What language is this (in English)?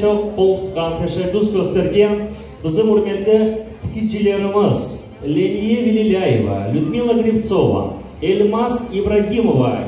Crimean Tatar